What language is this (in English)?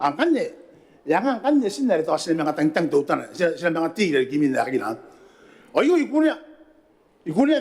Gilbertese